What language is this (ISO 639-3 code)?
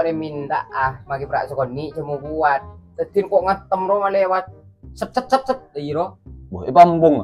mad